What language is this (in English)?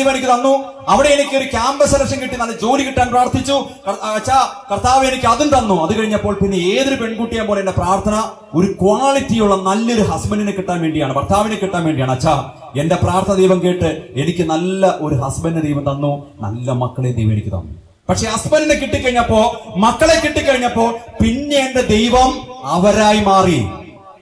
Malayalam